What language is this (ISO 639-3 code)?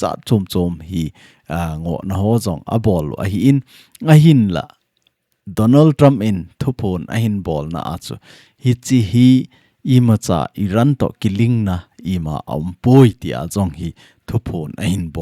tcz